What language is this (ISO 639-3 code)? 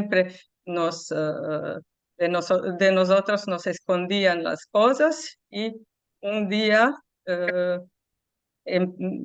lad